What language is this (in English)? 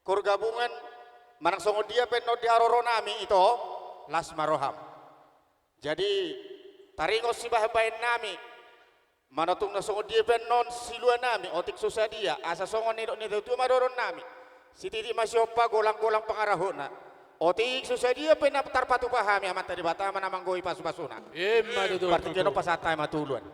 Batak Toba